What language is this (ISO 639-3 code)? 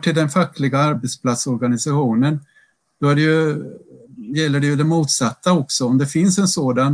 swe